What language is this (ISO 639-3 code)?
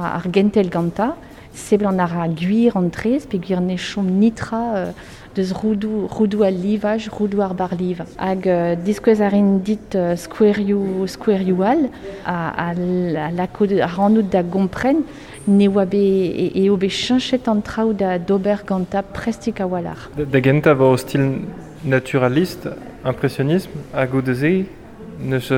bre